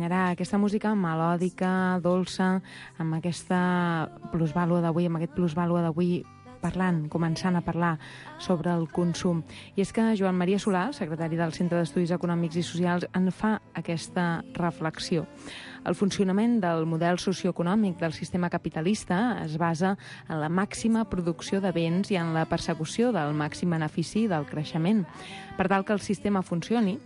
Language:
Catalan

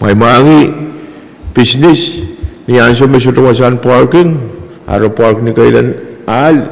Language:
Pohnpeian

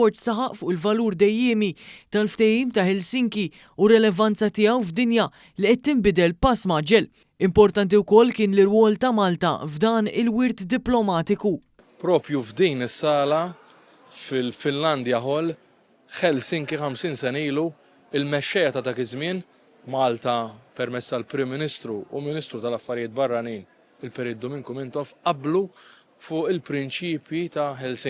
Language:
Maltese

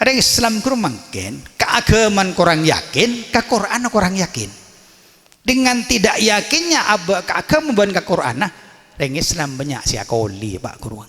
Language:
Madurese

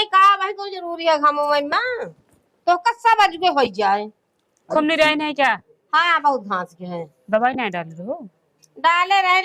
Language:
Awadhi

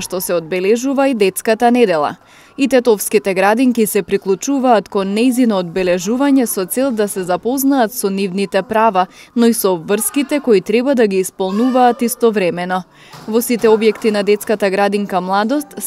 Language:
Macedonian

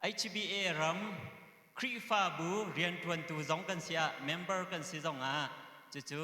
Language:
Hakha Chin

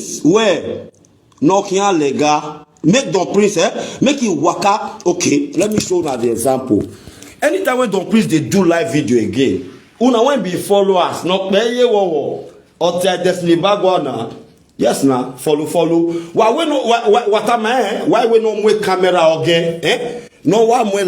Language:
Nigerian Pidgin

